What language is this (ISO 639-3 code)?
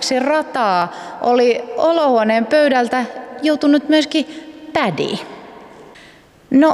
fin